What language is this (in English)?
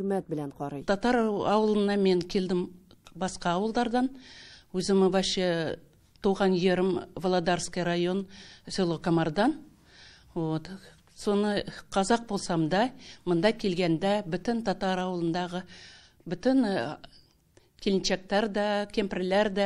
Tatar